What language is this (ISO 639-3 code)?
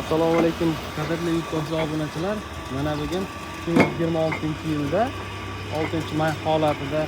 uzb